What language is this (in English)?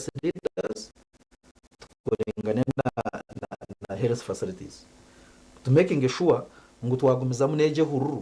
Nyankole